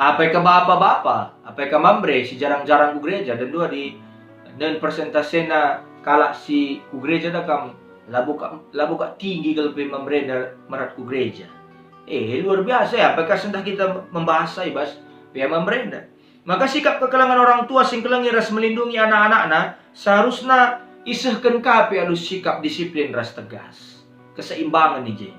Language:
Batak Karo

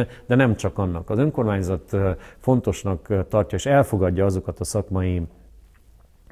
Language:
Hungarian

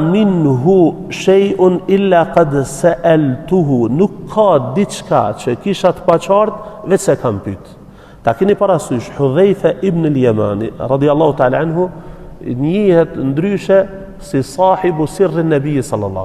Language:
Albanian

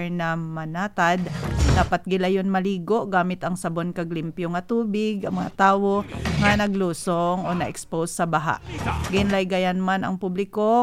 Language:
Hiligaynon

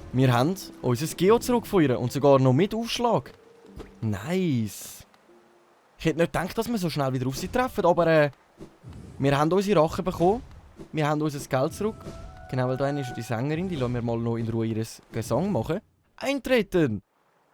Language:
Swiss German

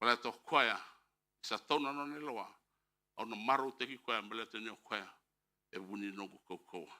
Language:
Fijian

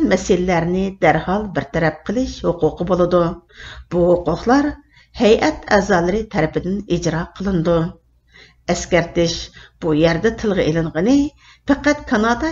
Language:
Uyghur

